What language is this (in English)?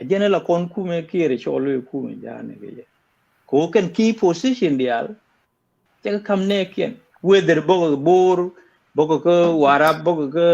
Nuer